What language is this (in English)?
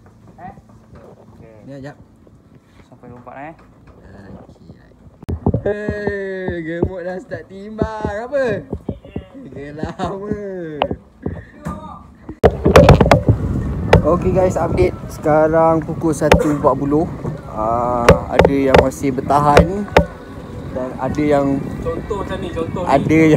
Malay